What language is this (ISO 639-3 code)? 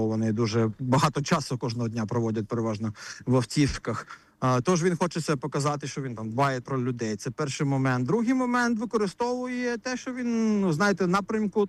ukr